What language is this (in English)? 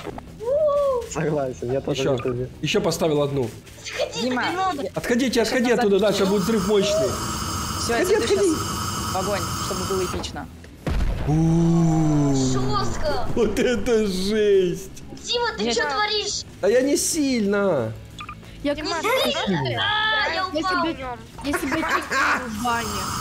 Russian